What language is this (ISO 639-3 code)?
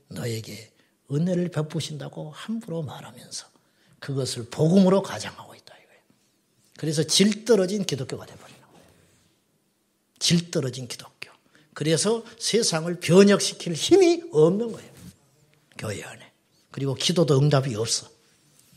kor